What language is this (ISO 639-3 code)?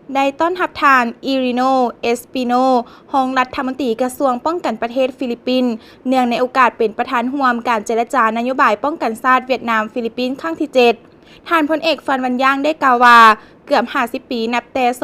lao